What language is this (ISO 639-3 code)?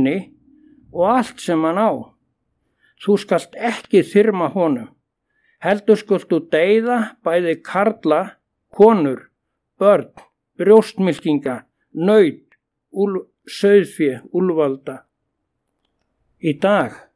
isl